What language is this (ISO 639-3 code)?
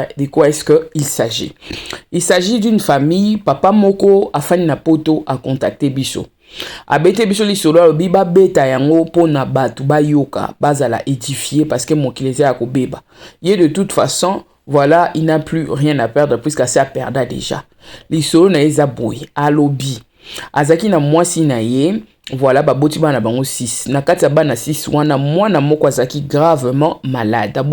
lin